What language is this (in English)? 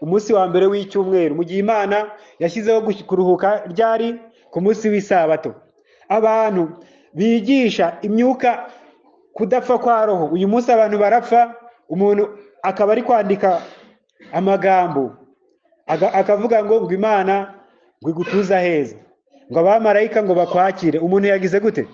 Kinyarwanda